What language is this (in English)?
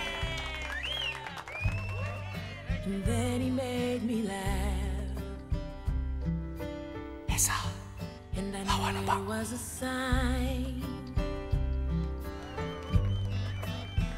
Malay